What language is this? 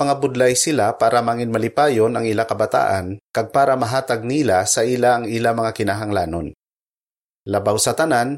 Hiligaynon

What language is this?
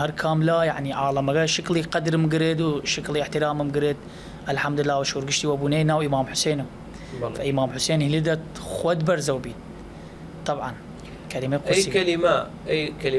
Southern Kurdish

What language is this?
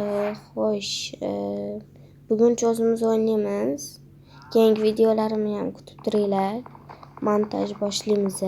Uzbek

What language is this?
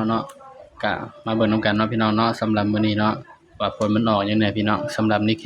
Northeastern Thai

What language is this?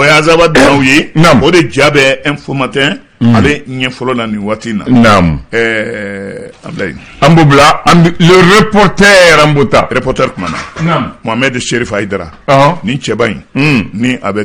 Bambara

